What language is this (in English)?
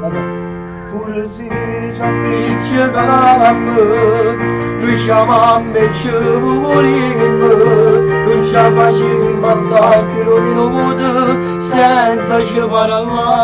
Neapolitan